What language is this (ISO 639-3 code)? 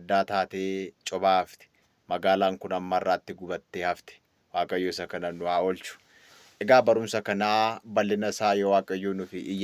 orm